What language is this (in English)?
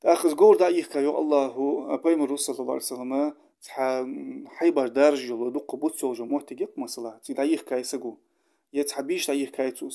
Ingush